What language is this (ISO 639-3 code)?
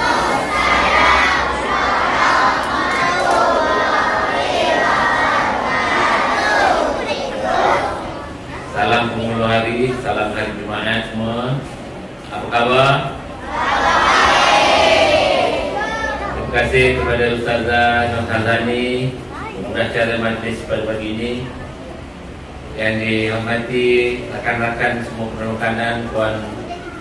msa